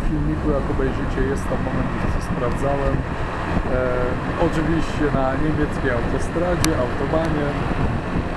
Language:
Polish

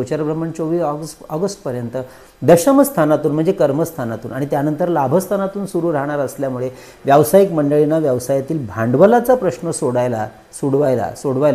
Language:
Marathi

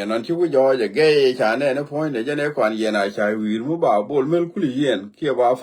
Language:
Nuer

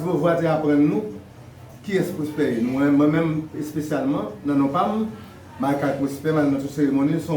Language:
Haitian Creole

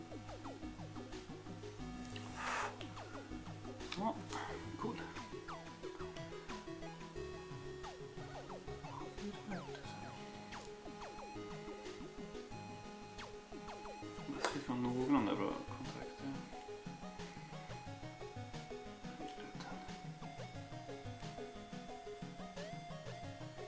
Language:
Swedish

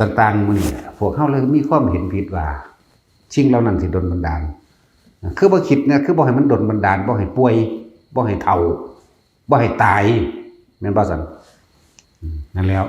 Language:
Lao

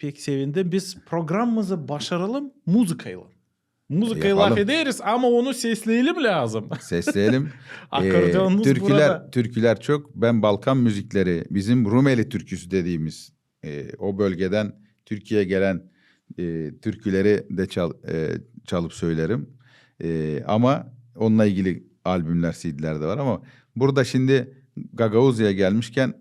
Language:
Gagauz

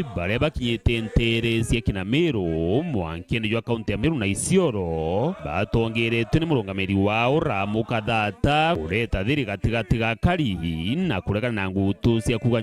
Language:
Meru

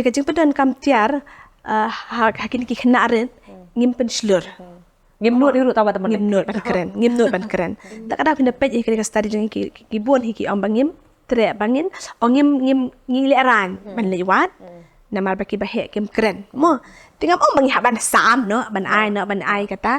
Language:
Khasi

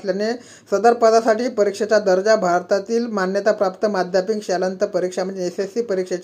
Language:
Marathi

